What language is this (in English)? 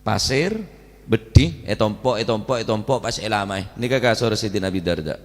Madurese